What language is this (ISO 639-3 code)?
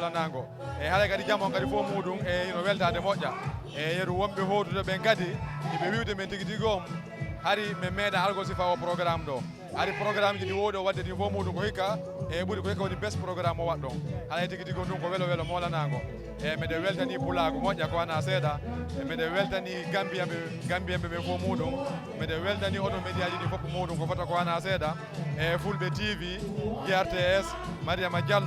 ful